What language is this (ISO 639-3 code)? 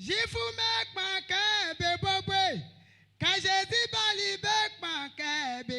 bci